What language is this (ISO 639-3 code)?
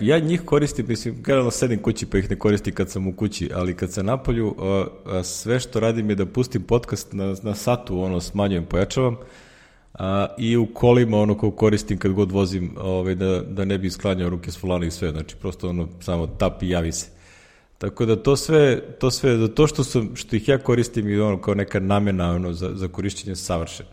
srp